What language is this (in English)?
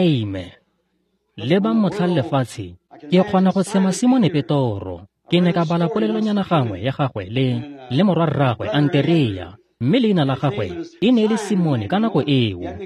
Tswana